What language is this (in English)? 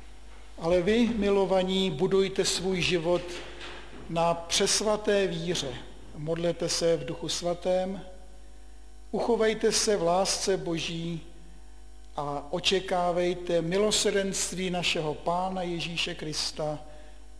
Czech